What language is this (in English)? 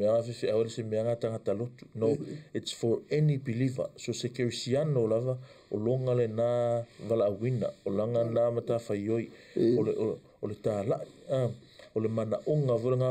Samoan